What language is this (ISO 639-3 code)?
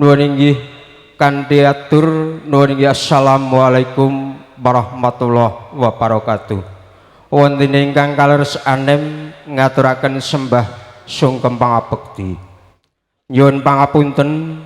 jav